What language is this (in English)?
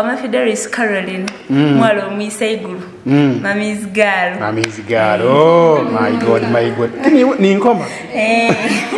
Soga